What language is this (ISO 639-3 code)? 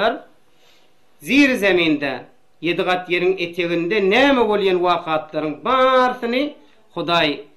tuk